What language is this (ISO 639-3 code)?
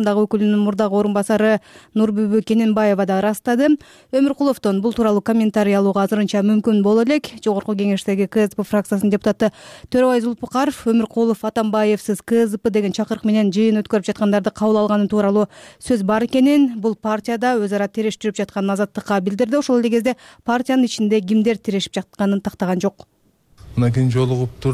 kir